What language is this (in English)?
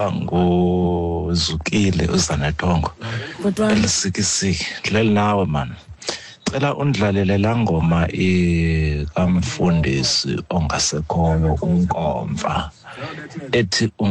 Xhosa